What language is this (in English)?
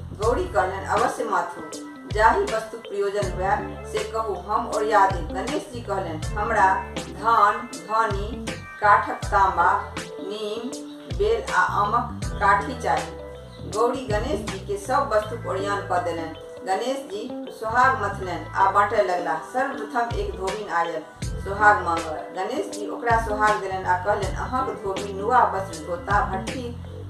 Maithili